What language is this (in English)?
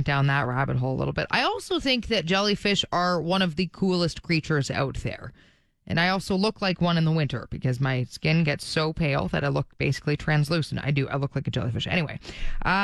English